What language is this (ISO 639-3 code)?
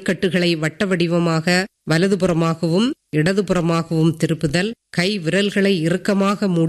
tam